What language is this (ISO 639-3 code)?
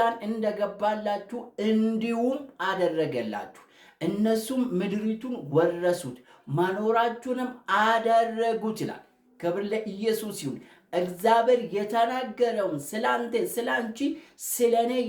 amh